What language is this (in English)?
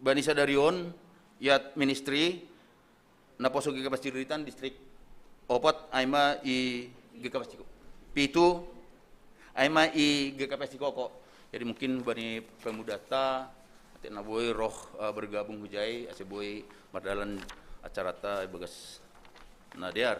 Batak Simalungun